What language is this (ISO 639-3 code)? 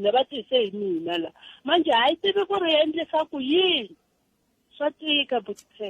tso